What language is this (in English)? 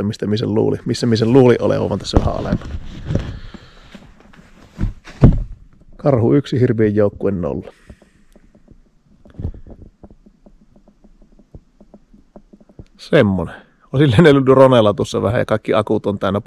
Finnish